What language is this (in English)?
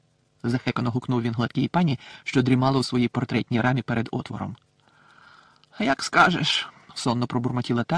Ukrainian